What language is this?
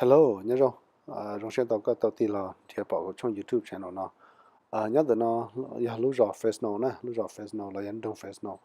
Hmong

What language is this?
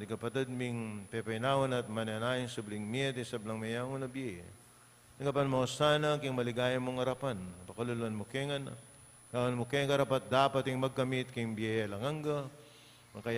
Pampanga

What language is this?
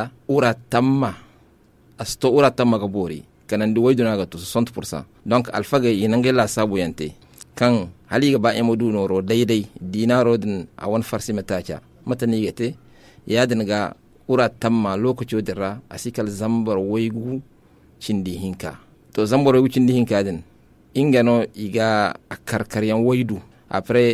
Zarma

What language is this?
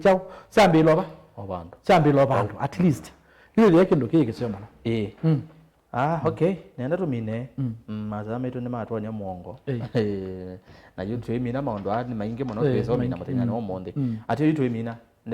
Kamba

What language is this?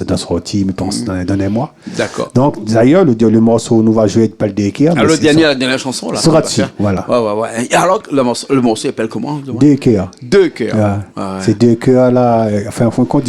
Réunion Creole French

